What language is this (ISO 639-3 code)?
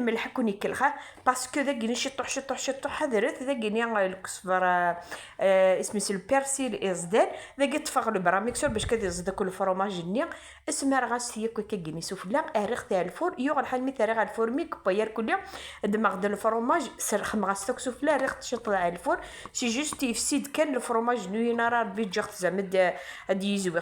kab